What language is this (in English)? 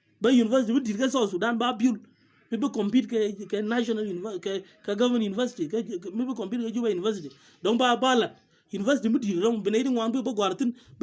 Nuer